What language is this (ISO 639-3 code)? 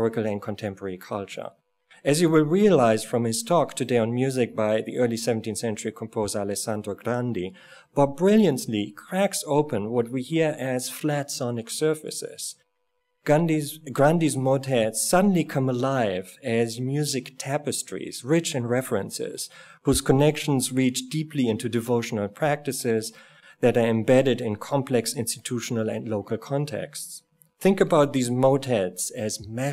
eng